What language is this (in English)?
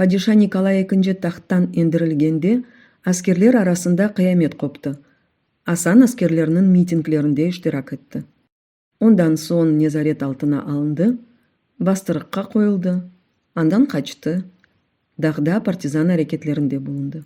Crimean Tatar